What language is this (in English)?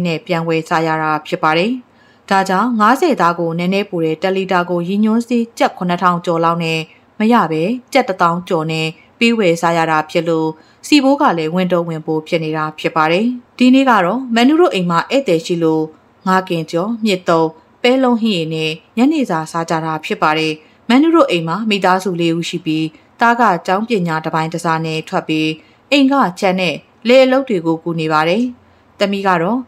Burmese